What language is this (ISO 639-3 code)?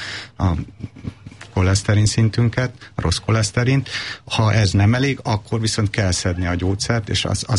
hun